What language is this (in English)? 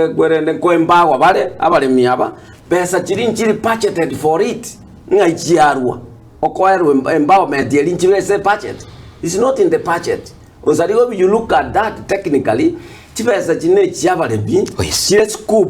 Gusii